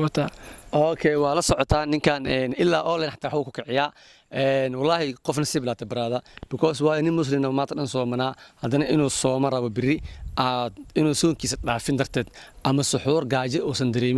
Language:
Somali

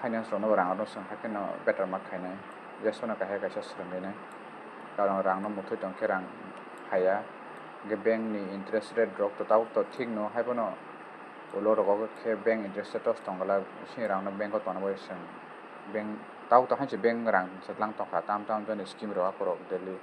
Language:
Kok Borok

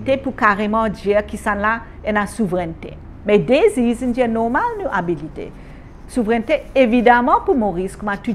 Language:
Morisyen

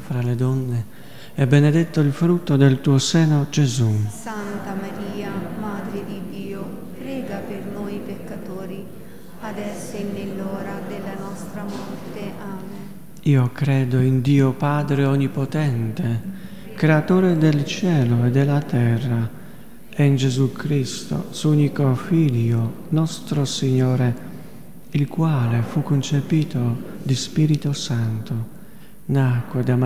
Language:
Italian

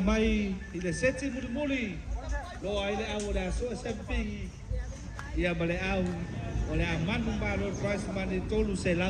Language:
Samoan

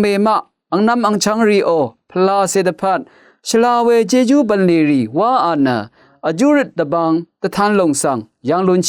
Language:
Rawang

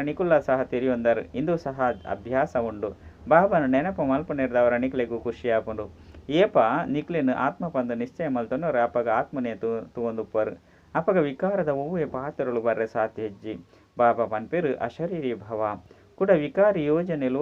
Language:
Tulu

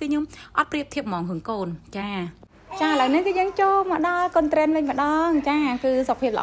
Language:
Khmer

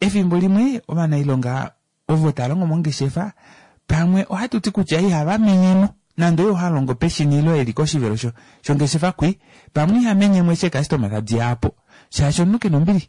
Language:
Kuanyama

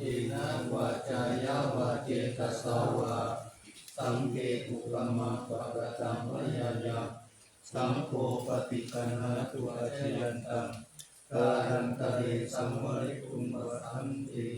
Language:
Pali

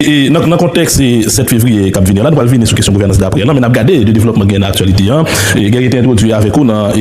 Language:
Haitian Creole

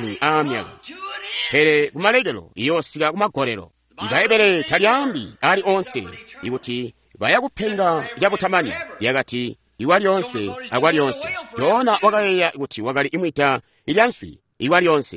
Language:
Tonga (Zambia)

